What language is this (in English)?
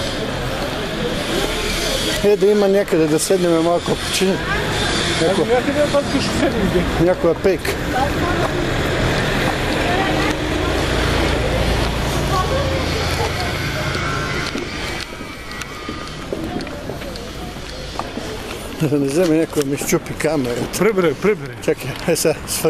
Bulgarian